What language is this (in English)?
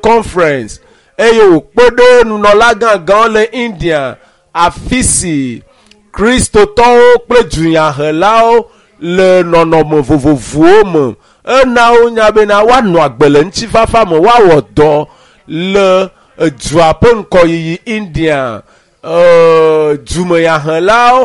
Ewe